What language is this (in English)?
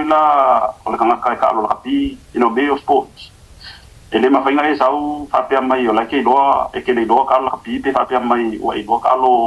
Samoan